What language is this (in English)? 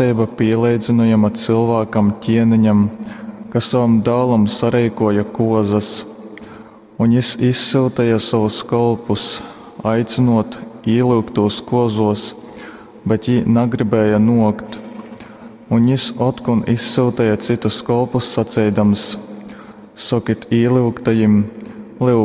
Latgalian